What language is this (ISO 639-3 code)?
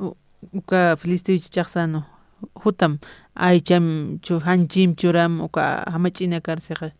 aym